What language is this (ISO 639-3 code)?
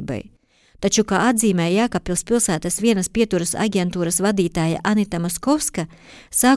lav